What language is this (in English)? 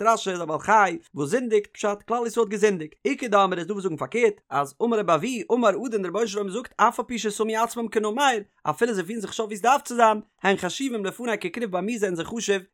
Yiddish